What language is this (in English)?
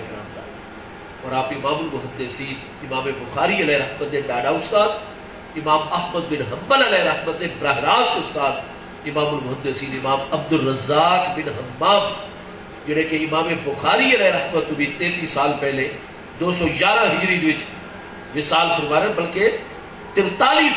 Saraiki